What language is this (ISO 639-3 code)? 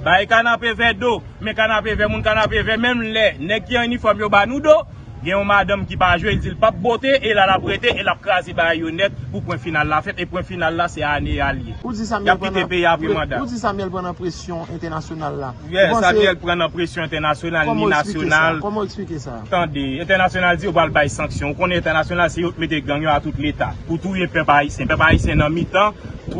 hat